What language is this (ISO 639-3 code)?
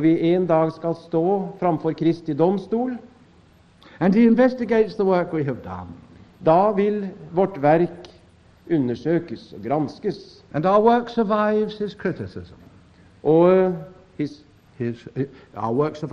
nor